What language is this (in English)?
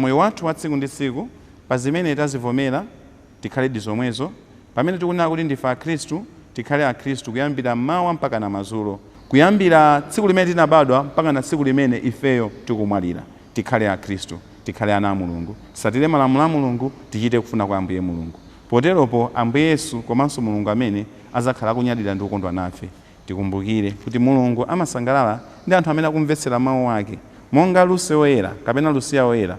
Nyanja